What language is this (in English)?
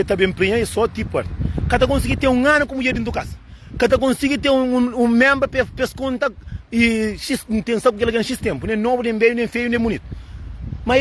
Kabuverdianu